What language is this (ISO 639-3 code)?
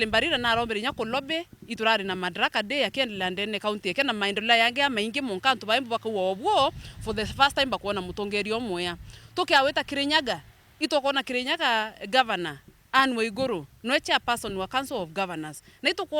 mer